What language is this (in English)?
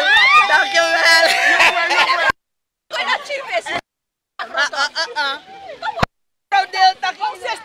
Dutch